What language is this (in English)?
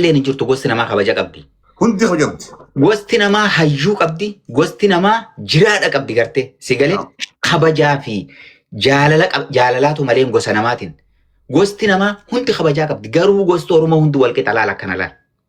Oromo